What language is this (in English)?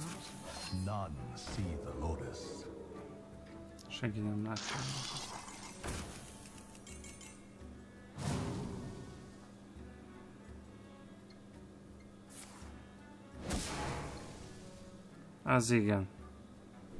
Hungarian